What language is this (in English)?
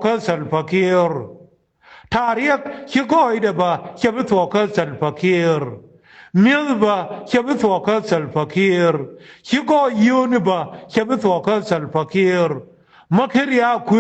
Nuer